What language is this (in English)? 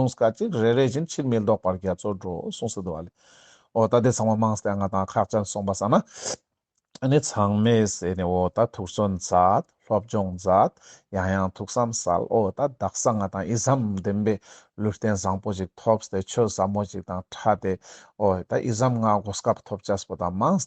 Ladakhi